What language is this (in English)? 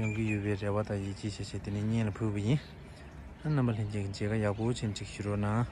Tibetan